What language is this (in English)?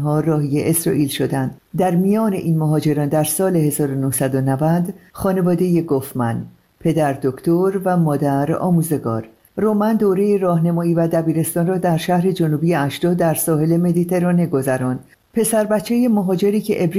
Persian